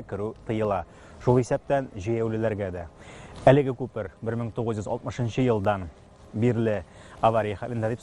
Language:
Tatar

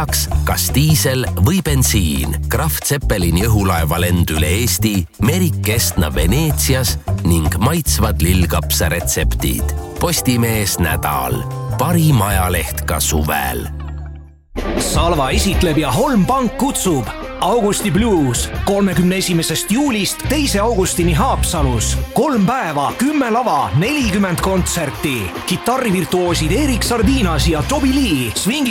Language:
Estonian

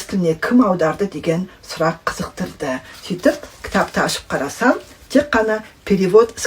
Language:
Kazakh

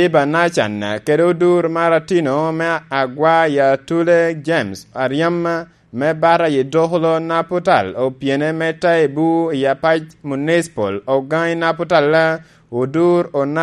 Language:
Lango (Uganda)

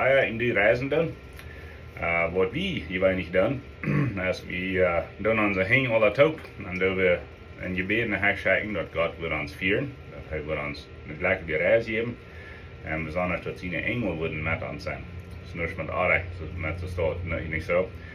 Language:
Plautdietsch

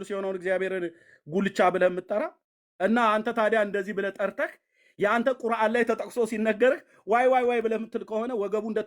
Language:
Amharic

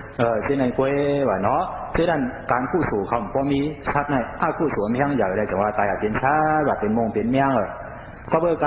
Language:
Shan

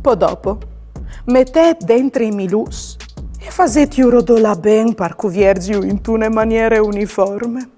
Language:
Friulian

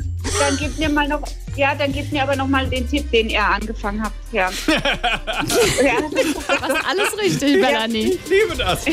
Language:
German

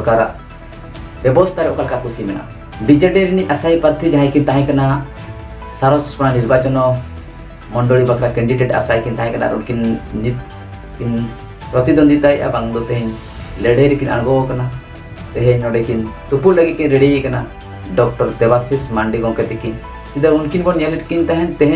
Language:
Santali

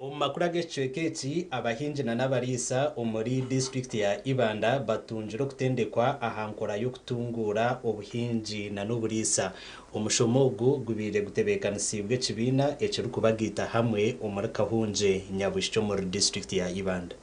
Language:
Nyankole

